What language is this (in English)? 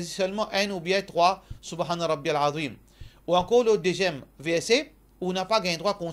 Morisyen